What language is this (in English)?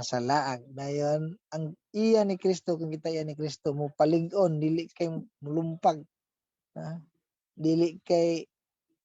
Cebuano